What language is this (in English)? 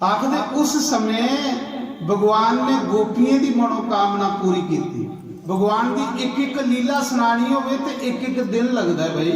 Dogri